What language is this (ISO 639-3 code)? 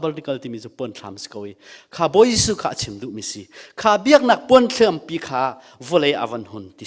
cnh